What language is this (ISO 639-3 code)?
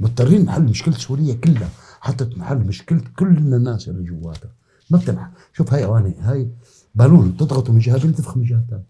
apc